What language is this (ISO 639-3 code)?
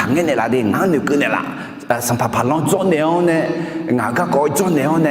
ahk